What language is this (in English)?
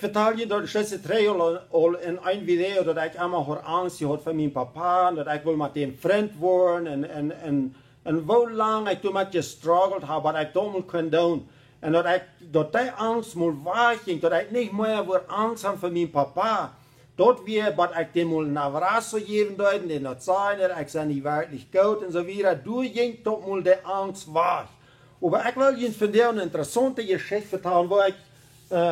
Plautdietsch